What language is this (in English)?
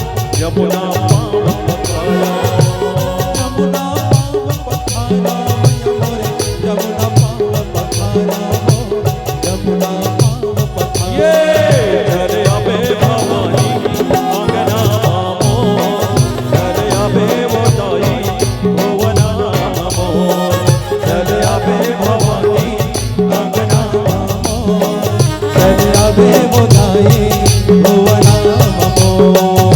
Chhattisgarhi